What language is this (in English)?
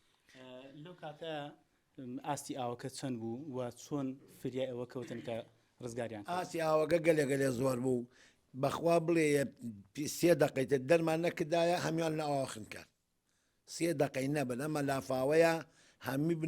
Central Kurdish